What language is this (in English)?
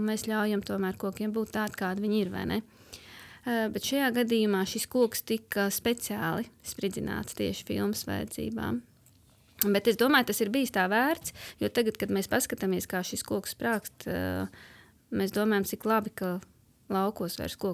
Latvian